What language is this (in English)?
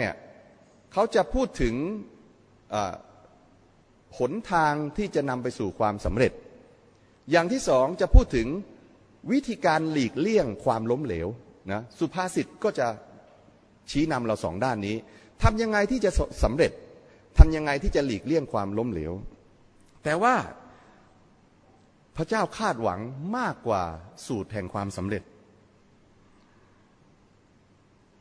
Thai